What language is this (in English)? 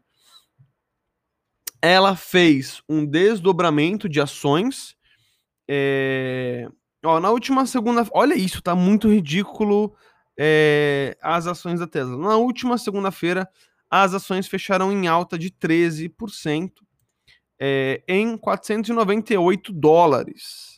Portuguese